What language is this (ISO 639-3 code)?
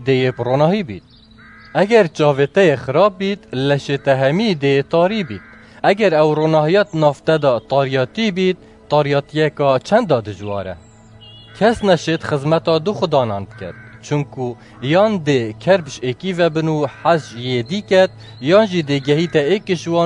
kur